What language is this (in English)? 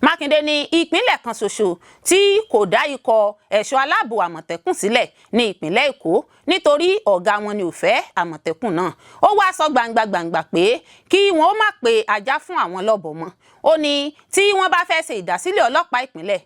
Yoruba